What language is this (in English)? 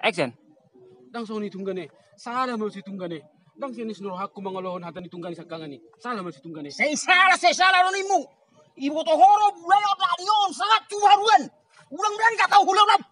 Batak Toba